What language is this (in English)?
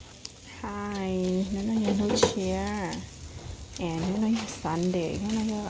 Hmong